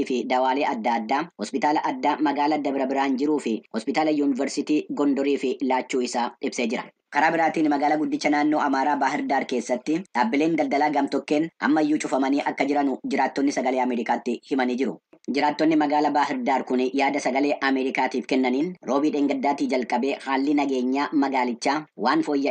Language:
Oromo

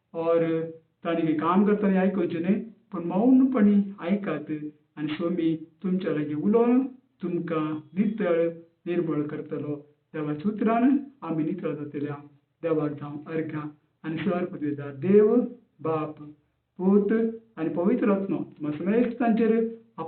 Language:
Konkani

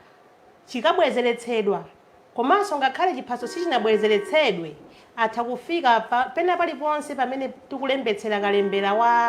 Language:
Nyanja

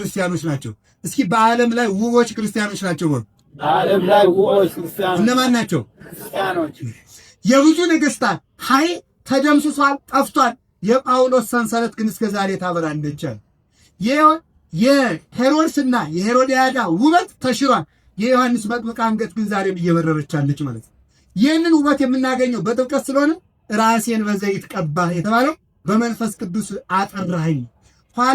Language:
Amharic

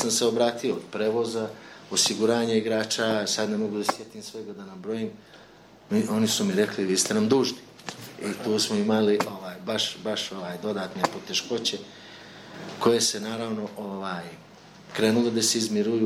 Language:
Bosnian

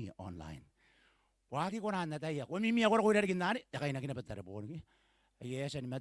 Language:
Gilbertese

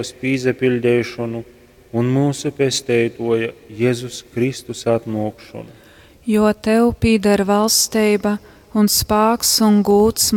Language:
Latgalian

